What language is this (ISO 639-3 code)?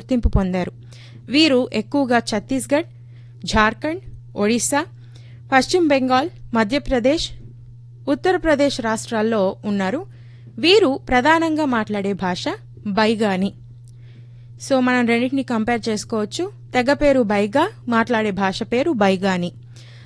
tel